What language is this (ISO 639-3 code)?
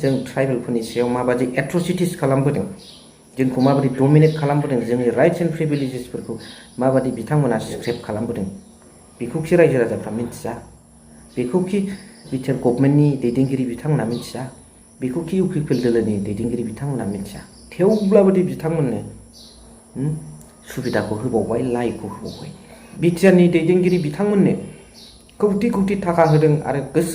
brx